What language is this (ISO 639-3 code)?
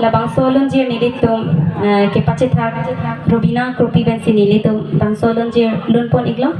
mjw